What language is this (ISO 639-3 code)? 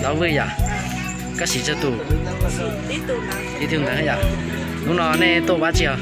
hmn